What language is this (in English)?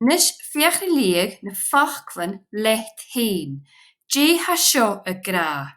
Scottish Gaelic